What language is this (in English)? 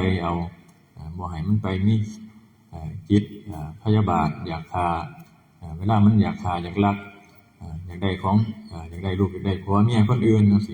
Northeastern Thai